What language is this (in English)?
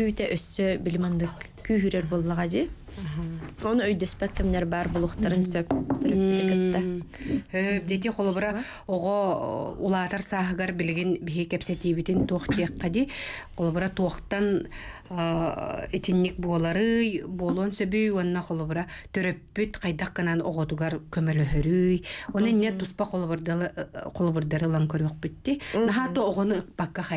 Yakut